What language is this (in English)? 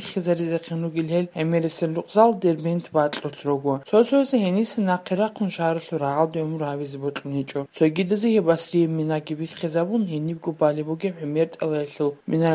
Avaric